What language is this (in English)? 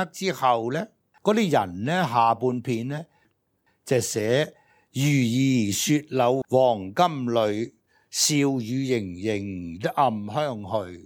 Cantonese